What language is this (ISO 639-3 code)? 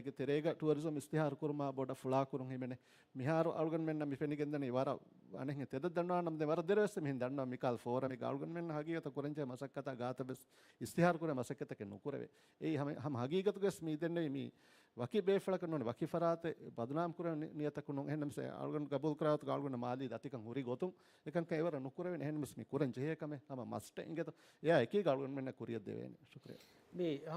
div